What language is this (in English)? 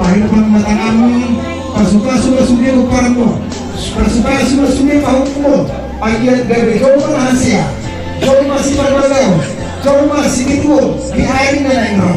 Batak Toba